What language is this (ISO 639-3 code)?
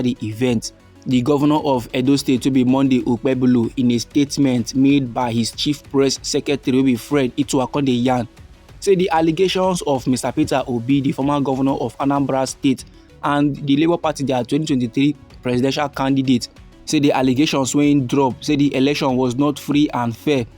pcm